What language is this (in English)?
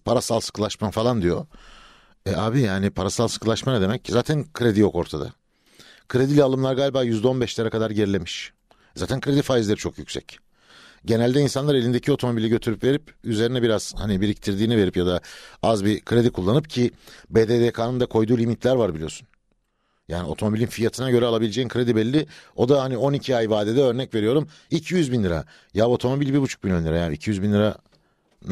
Turkish